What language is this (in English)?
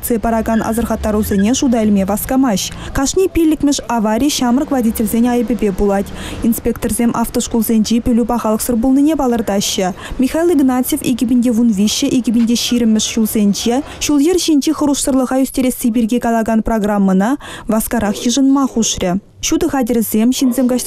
Chuvash